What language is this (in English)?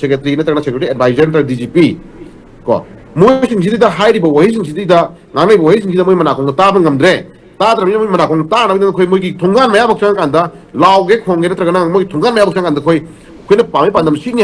Manipuri